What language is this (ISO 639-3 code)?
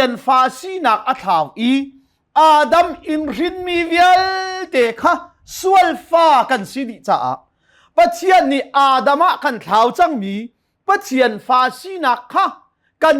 cnh